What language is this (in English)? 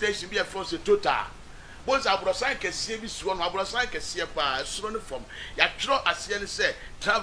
Akan